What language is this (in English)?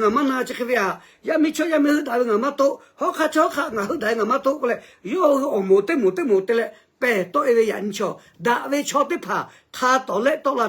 Lahu